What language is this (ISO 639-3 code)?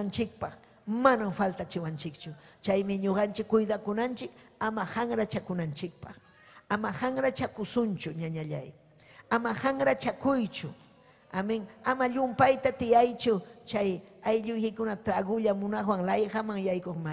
quy